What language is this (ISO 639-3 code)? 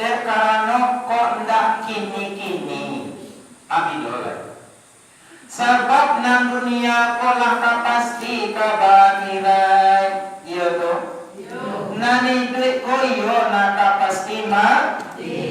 min